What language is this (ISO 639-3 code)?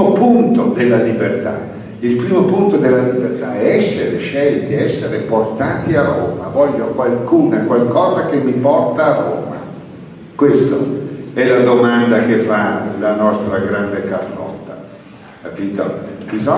ita